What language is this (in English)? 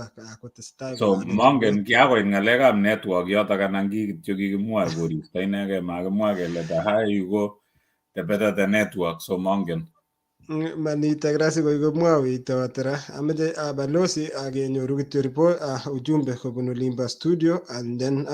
Kalenjin